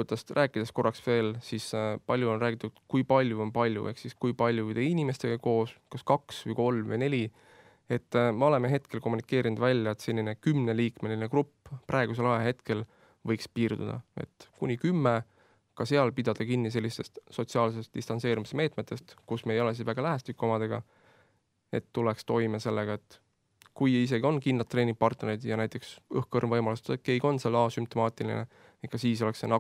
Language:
Estonian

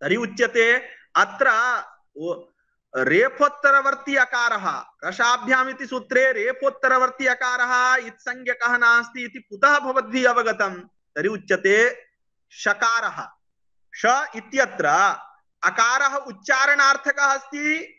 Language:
Sanskrit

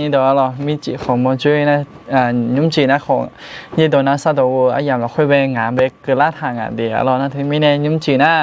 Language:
Akha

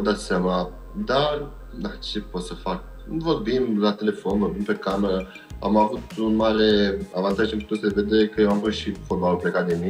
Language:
Romanian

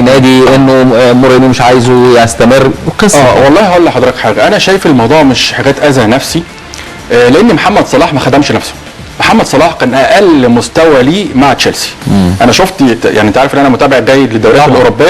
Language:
Egyptian Arabic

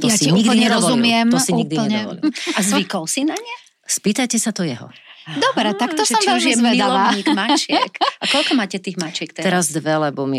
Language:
Slovak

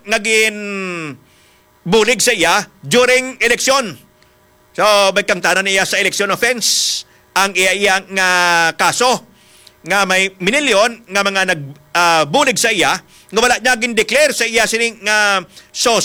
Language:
Hiligaynon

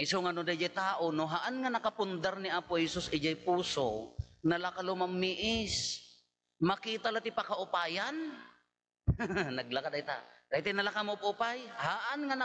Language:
Iloko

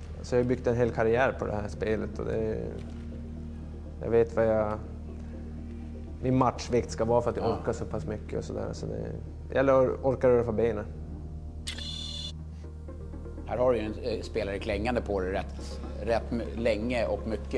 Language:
Swedish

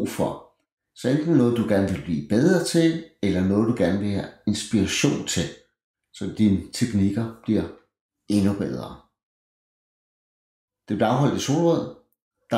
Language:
Danish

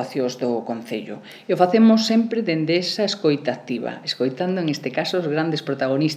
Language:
Galician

